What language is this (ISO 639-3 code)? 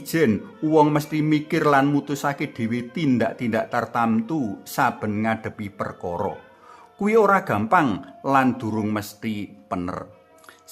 jav